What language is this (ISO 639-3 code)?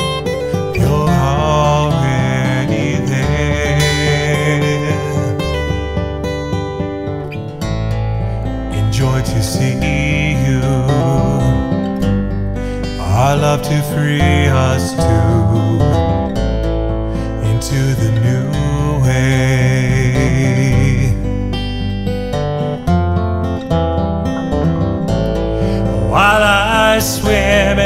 eng